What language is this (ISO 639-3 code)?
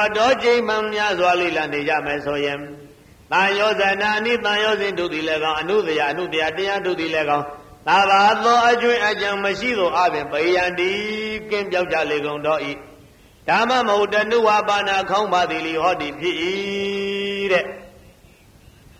mya